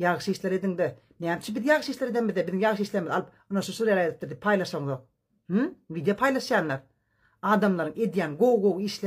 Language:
Turkmen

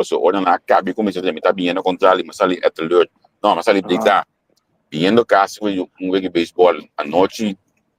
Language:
Papiamento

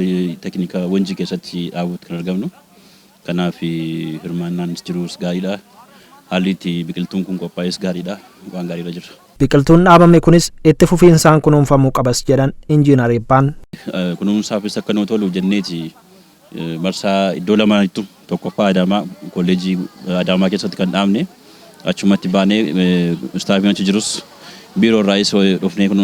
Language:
Oromo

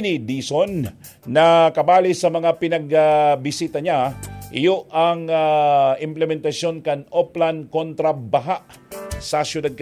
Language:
Bikol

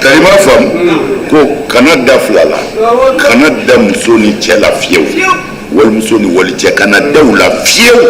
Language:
Bambara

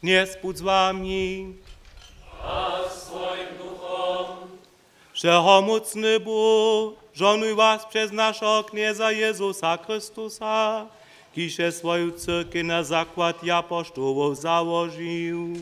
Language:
Upper Sorbian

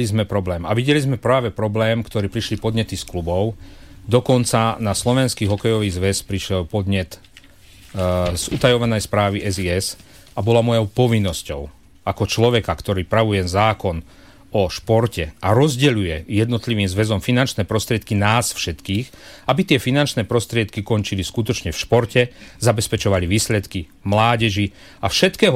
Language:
Slovak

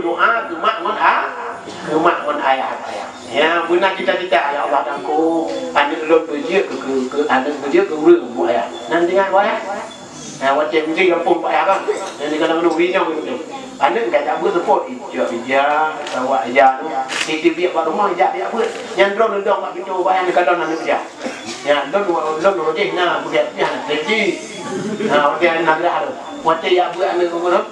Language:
Achinese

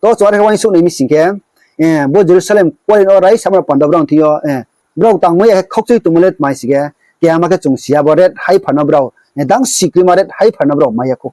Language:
Riang (India)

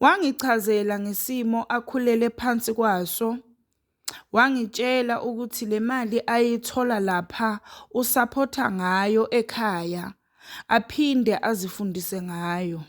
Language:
Zulu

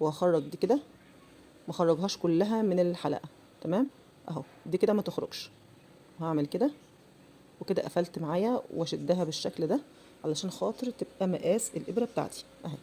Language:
Egyptian Arabic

